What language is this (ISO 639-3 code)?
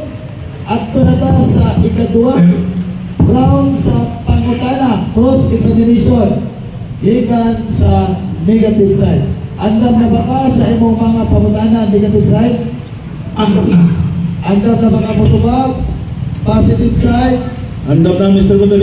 ceb